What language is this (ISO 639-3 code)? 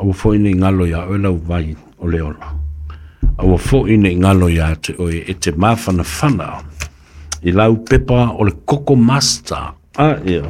smo